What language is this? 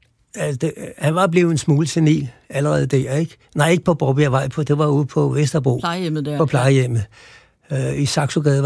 Danish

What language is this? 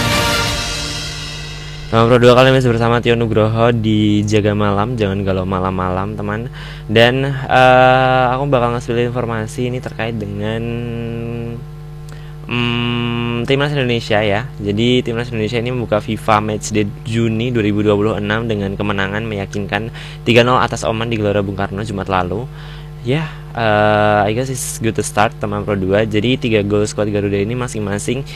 Indonesian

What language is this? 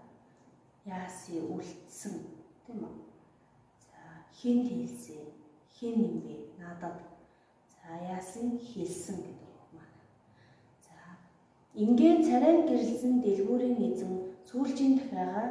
Mongolian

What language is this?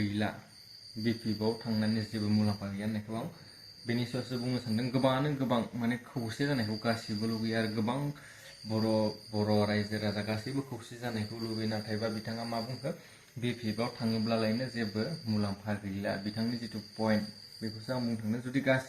Bodo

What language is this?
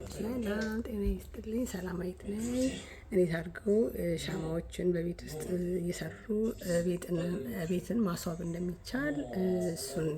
Amharic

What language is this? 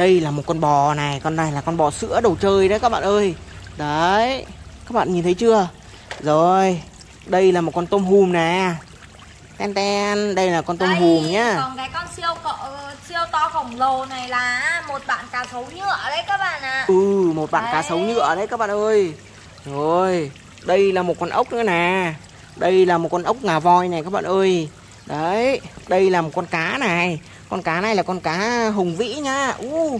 Vietnamese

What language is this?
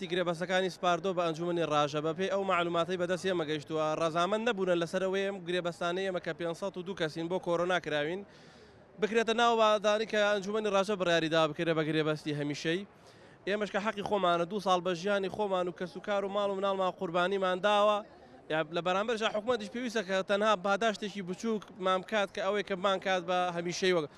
Central Kurdish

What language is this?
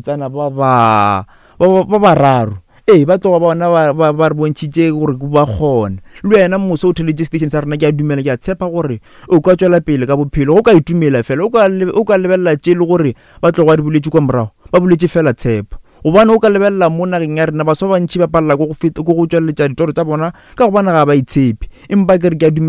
Northern Sotho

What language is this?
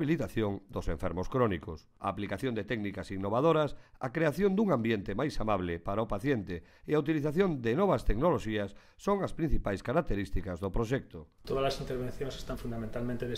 Galician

